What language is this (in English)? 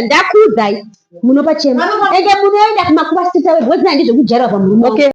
Shona